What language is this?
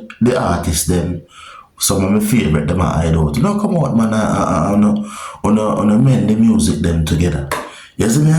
Jamaican Creole English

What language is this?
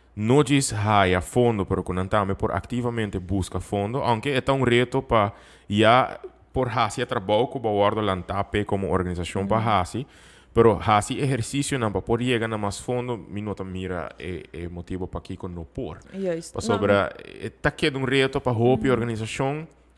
Papiamento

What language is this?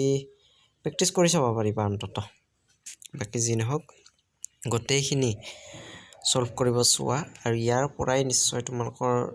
Assamese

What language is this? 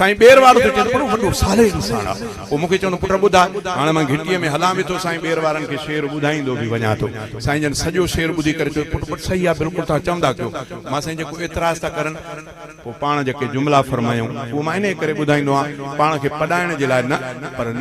Sindhi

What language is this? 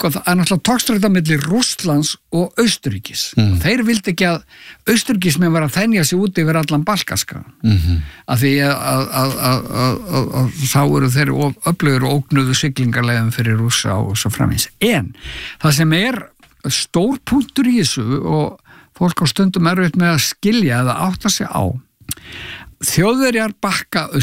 Icelandic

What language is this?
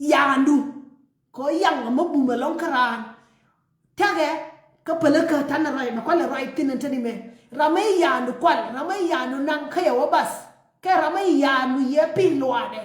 Nuer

